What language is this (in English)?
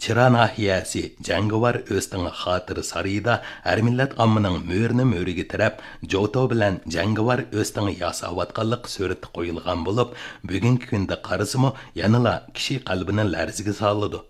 Uyghur